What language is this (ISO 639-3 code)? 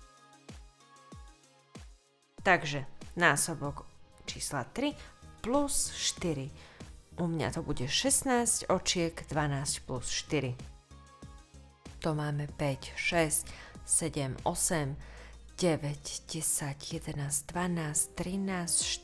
slk